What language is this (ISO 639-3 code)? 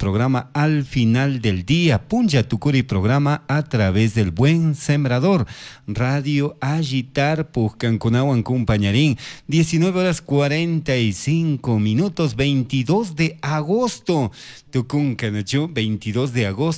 qug